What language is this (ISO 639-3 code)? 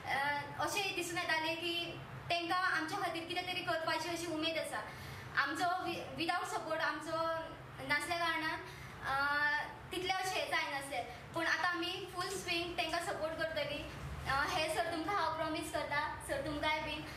kok